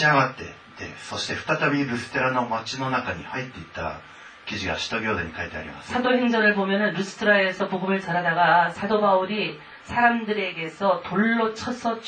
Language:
Korean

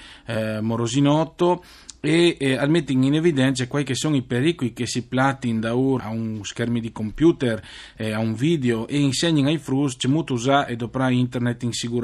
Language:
Friulian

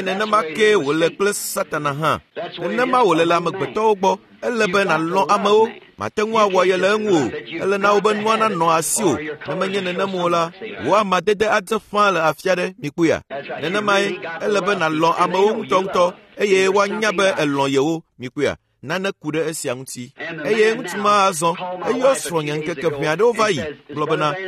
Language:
Ewe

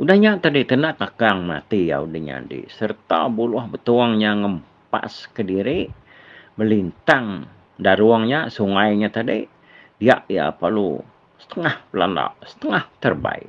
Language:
Iban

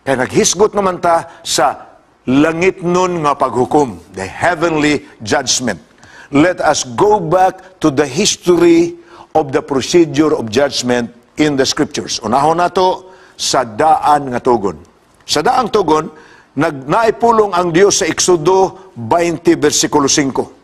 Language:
Cebuano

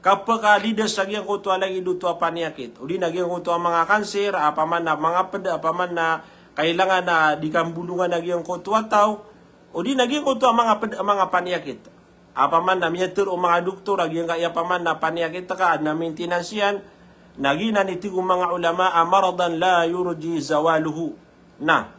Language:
Maranao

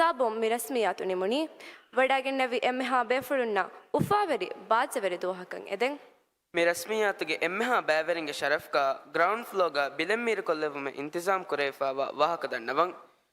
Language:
Divehi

